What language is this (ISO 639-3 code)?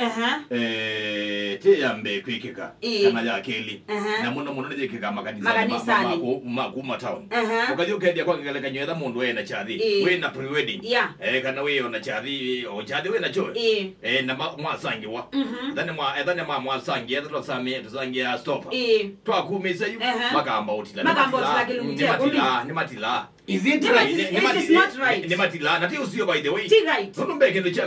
kam